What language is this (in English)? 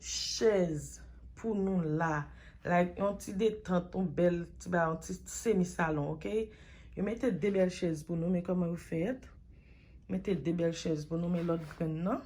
Haitian Creole